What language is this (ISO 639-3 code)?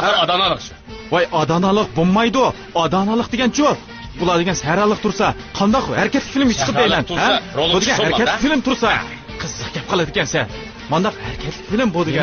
uig